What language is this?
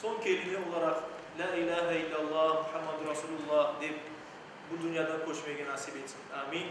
Crimean Tatar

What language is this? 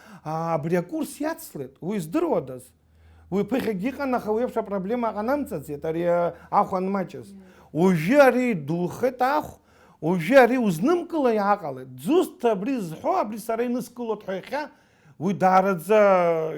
Abkhazian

